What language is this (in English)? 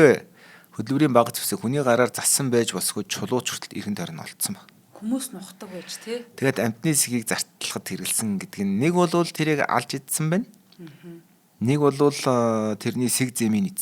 Mongolian